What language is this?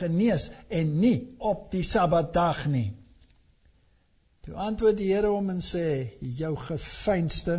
Afrikaans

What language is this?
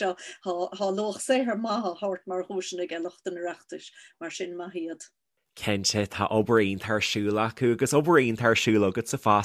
Irish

